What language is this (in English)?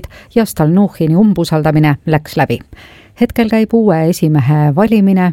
Estonian